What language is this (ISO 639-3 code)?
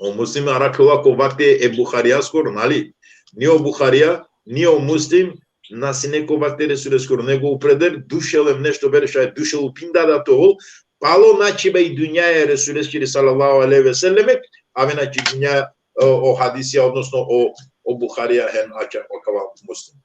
rmn